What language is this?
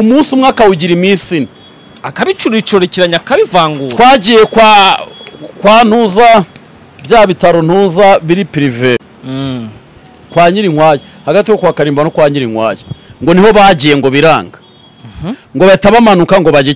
Kinyarwanda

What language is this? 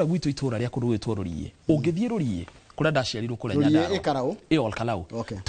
Kikuyu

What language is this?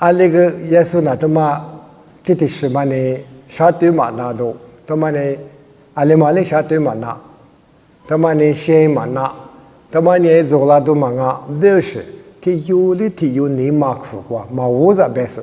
Lisu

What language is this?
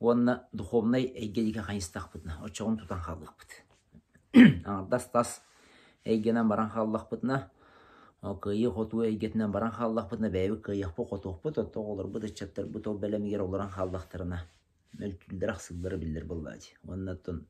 Yakut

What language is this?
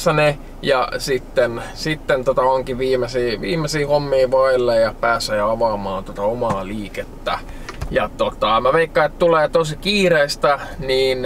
Finnish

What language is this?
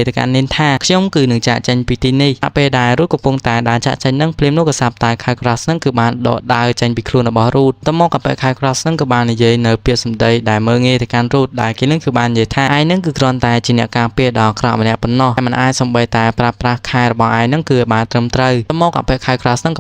Khmer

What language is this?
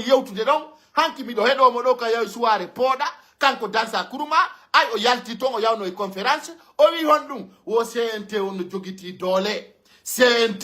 Pular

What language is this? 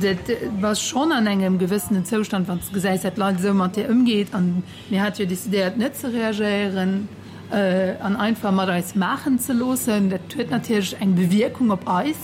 Luxembourgish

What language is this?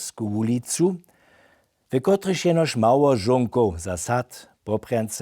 Upper Sorbian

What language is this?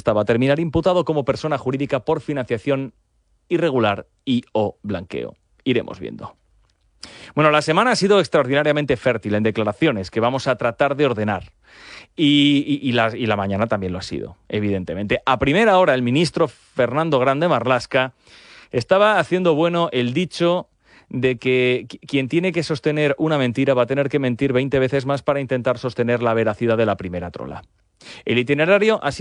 Spanish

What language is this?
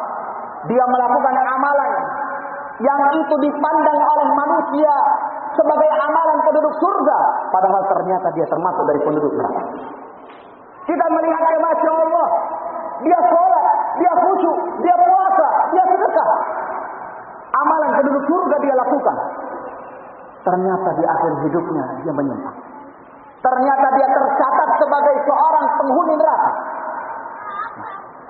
Indonesian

